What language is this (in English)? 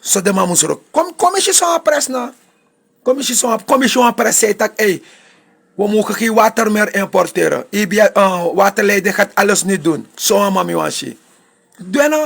Sranan Tongo